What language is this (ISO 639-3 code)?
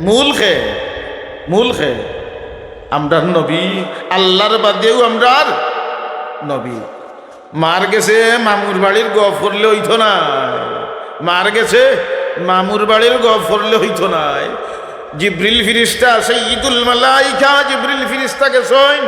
syl